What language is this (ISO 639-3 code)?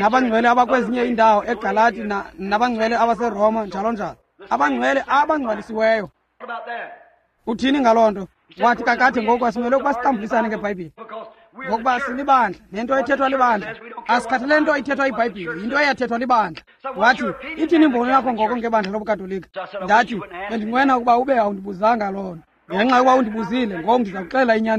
xho